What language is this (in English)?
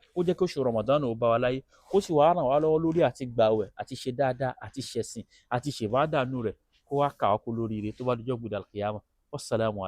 Yoruba